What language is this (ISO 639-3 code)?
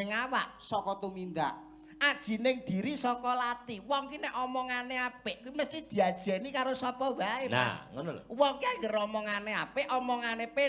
jav